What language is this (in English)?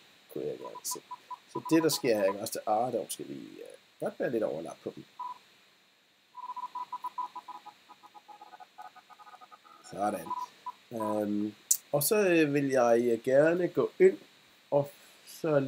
Danish